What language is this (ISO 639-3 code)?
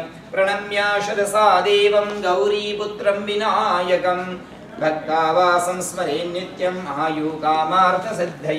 san